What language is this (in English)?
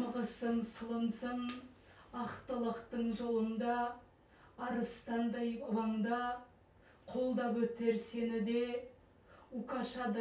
Kazakh